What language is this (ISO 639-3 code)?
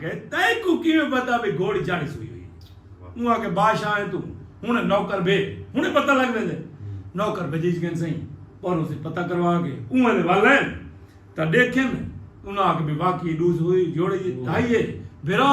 skr